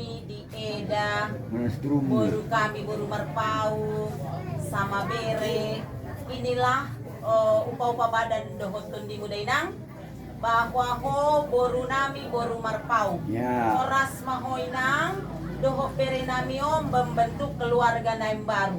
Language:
Batak Toba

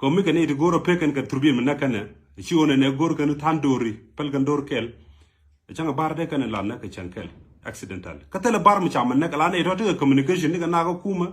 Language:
Nuer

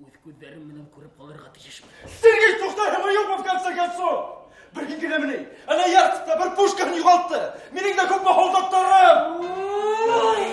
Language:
Bashkir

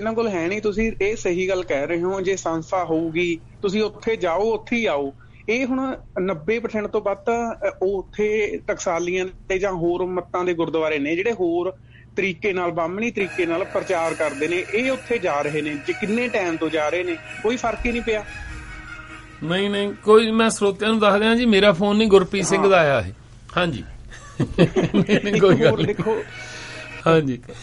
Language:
Punjabi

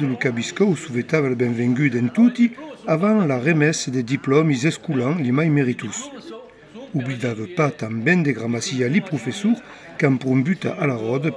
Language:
Occitan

